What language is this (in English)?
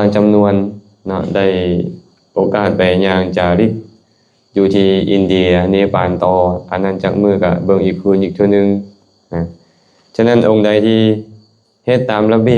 Lao